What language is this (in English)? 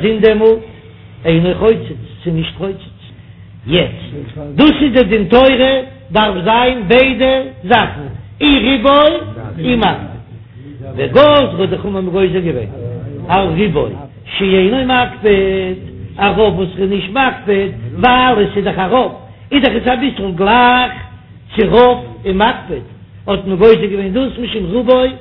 Yiddish